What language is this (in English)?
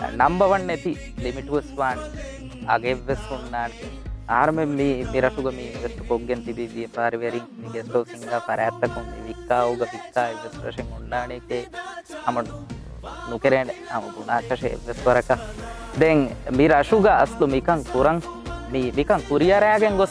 Divehi